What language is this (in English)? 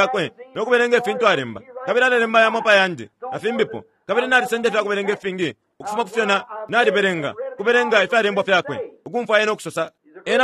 Bemba